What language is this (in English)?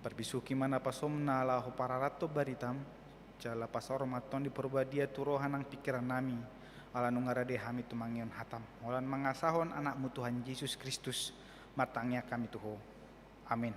Batak Toba